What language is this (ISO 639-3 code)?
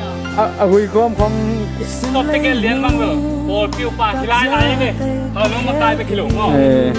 ctd